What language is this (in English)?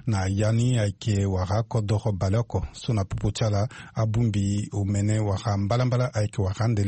Sango